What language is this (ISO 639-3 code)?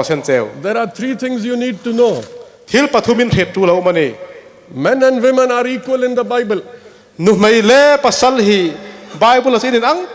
hmr